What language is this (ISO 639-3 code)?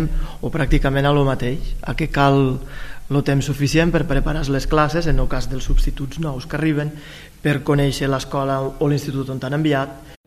cat